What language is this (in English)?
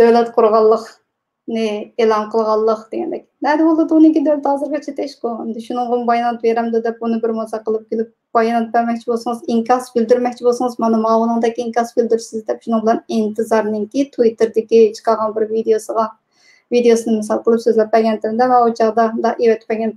Uyghur